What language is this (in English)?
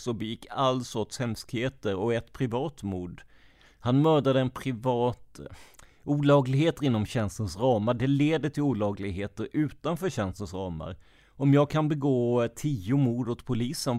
Swedish